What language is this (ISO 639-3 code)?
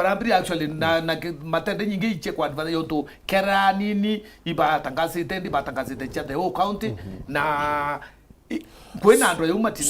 mer